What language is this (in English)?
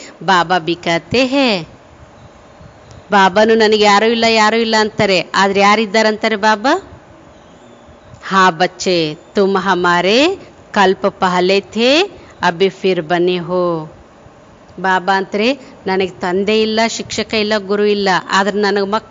Kannada